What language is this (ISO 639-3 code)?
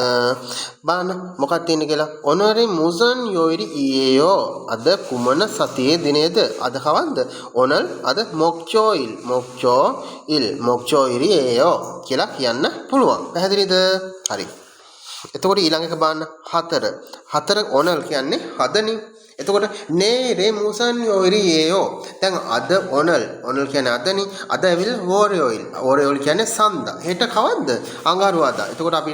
sin